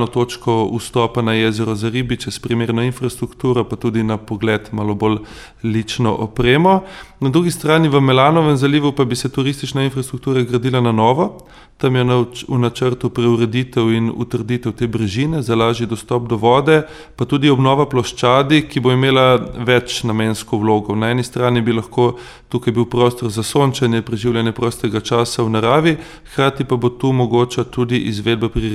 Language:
Slovenian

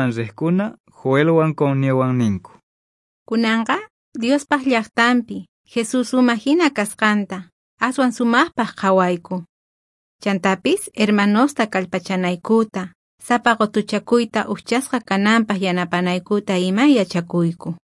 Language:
South Bolivian Quechua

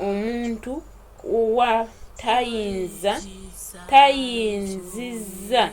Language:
Ganda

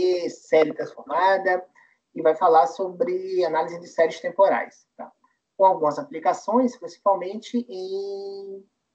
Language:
Portuguese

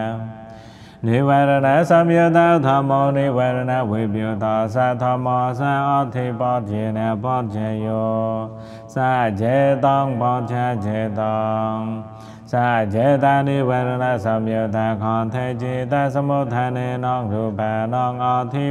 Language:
Pali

